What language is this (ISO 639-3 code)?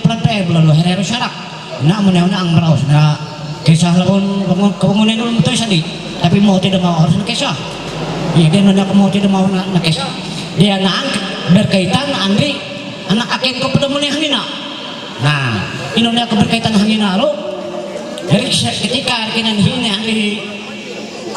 mhy